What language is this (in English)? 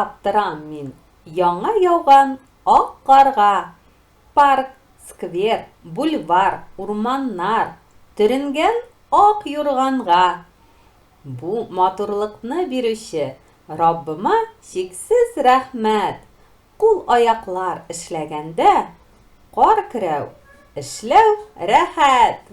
Tatar